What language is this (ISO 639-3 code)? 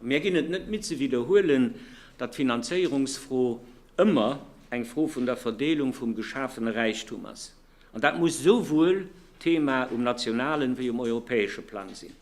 ltz